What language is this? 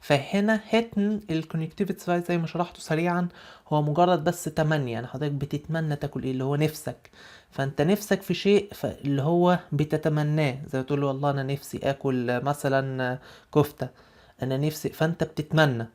Egyptian Arabic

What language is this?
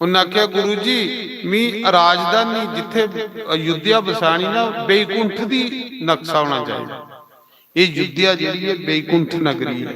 Dogri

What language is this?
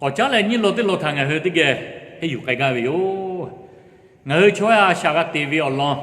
Lahu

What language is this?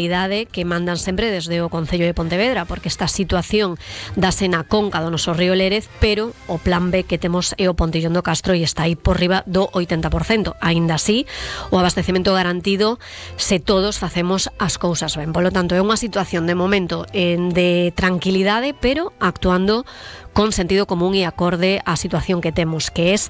Galician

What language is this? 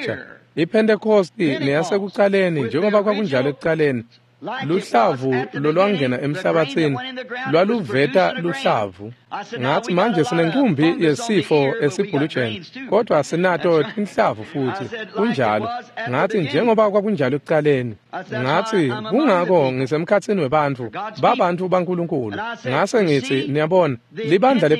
Swati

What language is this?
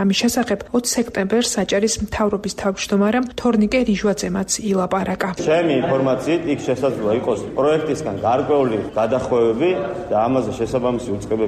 Georgian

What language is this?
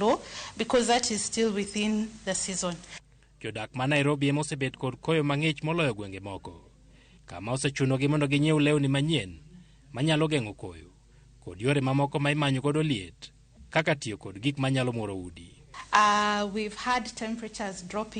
Luo (Kenya and Tanzania)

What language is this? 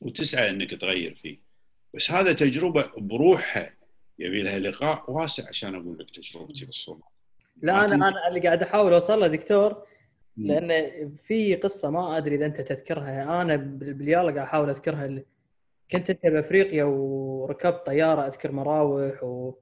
Gulf Arabic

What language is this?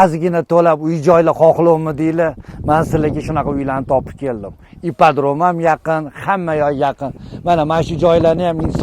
Uzbek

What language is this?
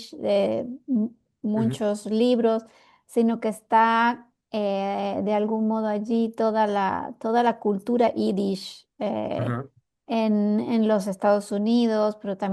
Ladino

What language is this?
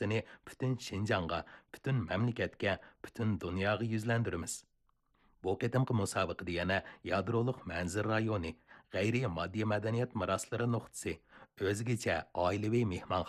Uyghur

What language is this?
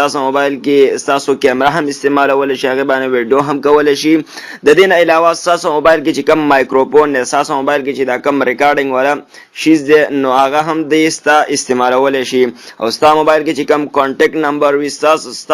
Pashto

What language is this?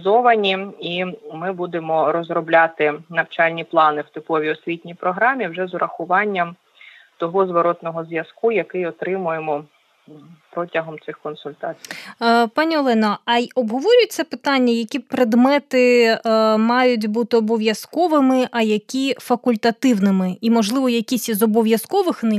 Ukrainian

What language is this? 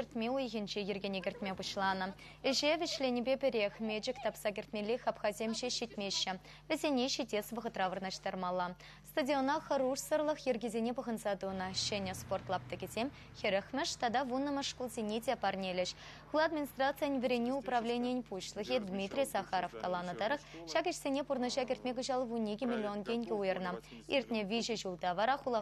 Chuvash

